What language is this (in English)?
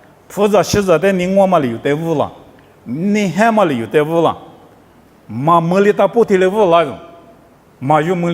Lisu